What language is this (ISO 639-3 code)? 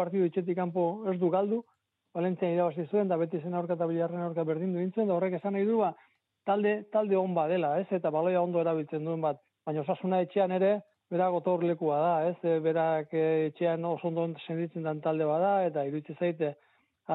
eus